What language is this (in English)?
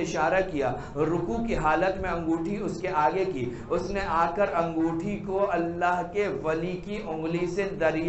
Urdu